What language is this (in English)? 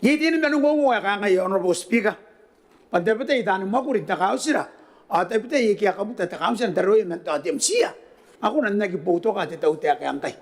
Gilbertese